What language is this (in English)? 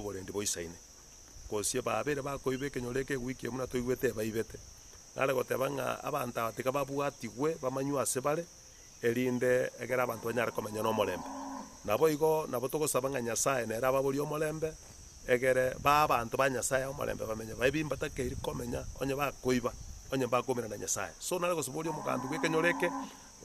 Gusii